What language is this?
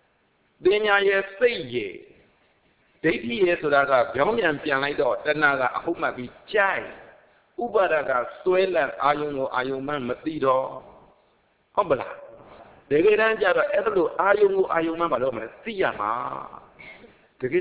Burmese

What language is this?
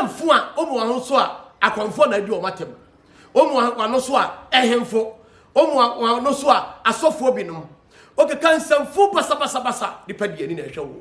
Akan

